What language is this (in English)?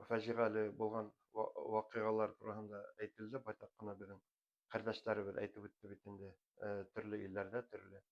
Bashkir